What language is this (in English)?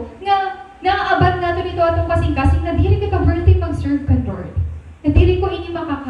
Waray